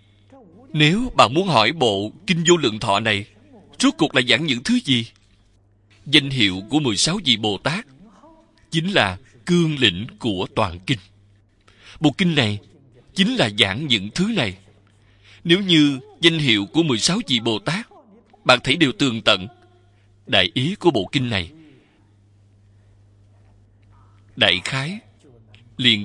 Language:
Vietnamese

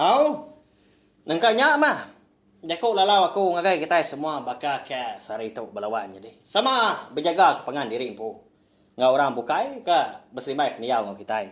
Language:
Iban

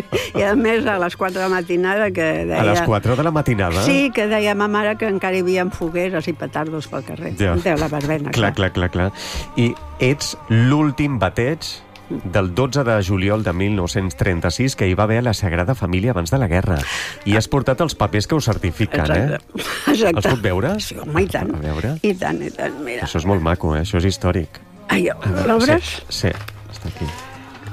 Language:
Catalan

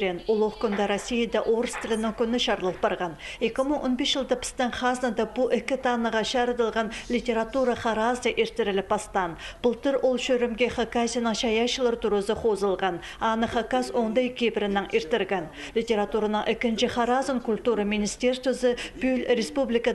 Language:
Khakas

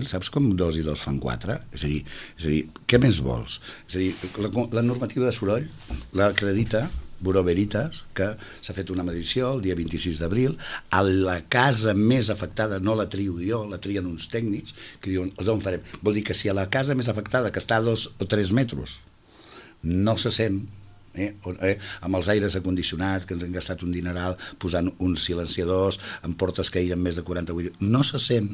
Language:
Catalan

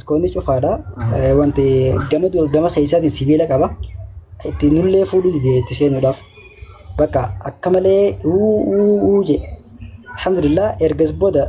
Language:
Oromo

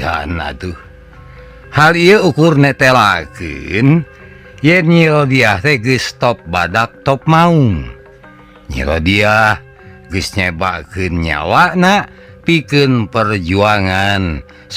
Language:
Sundanese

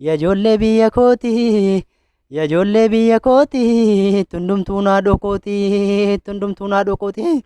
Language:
Oromo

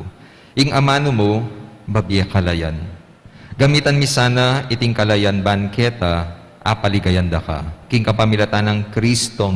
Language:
Pampanga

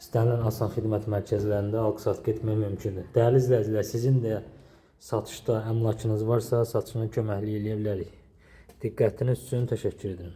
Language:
Azerbaijani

